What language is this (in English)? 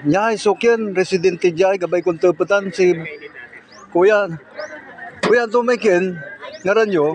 Pangasinan